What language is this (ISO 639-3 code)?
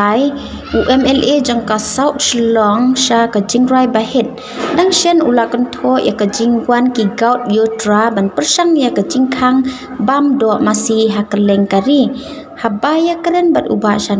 kha